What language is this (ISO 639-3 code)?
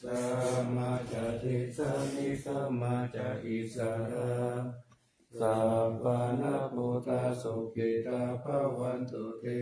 pli